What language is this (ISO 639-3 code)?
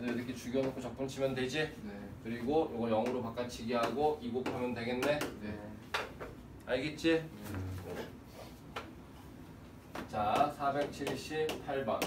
kor